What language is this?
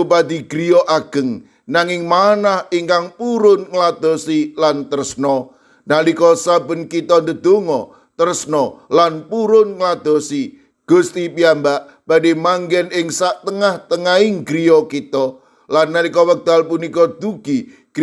Javanese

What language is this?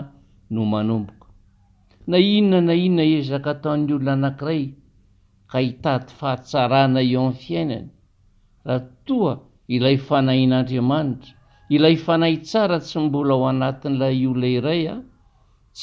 Malagasy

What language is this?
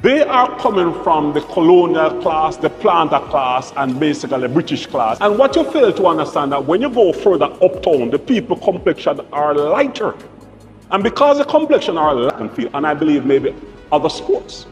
Jamaican Creole English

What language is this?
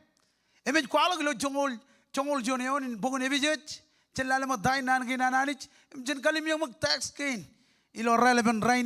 Marshallese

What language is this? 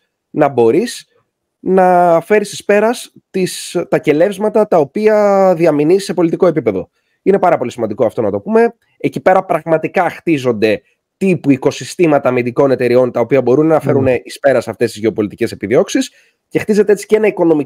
Greek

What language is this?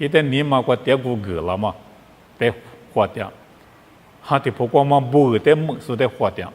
Lisu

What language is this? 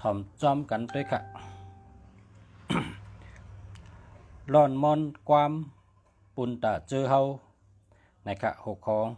Shan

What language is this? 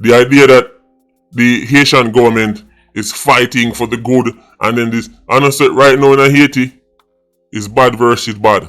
Jamaican Creole English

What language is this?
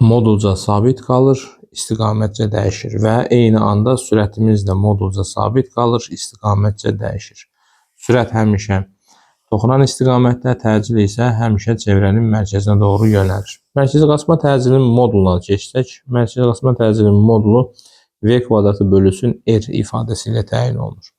Azerbaijani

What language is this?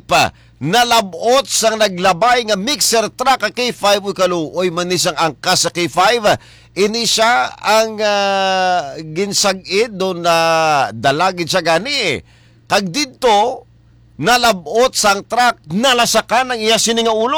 Hiligaynon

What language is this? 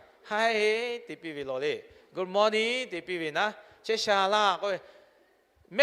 Lahu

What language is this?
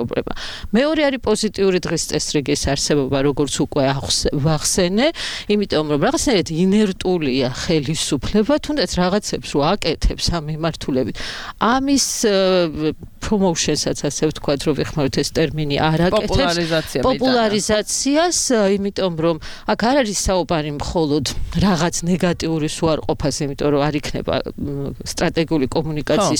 Georgian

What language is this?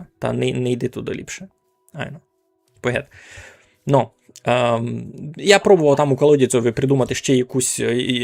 Rusyn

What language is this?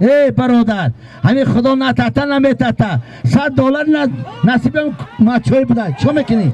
Tajik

